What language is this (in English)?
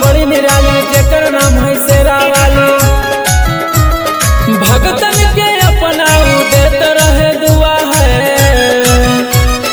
Bhojpuri